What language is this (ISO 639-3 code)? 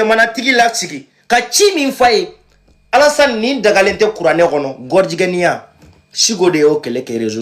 bam